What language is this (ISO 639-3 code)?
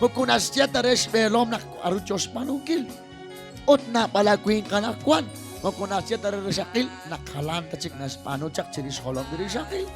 kek